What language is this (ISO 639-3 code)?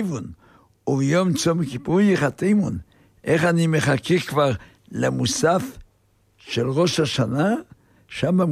heb